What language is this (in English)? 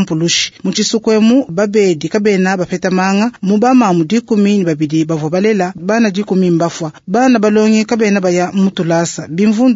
Luba-Lulua